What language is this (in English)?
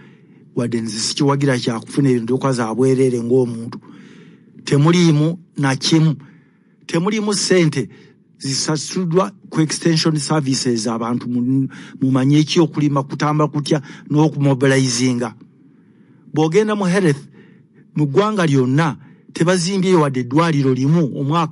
Ganda